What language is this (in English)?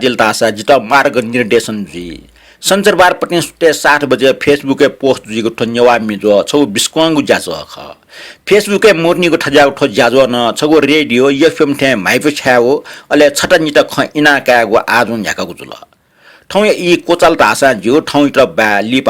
Newari